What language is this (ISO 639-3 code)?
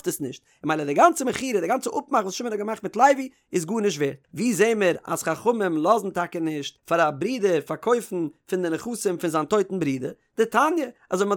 yid